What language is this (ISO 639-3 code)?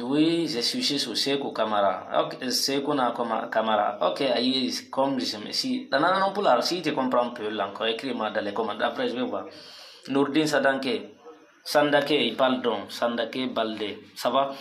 ful